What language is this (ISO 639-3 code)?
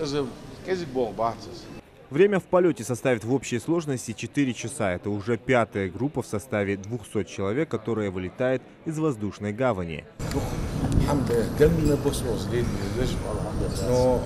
inh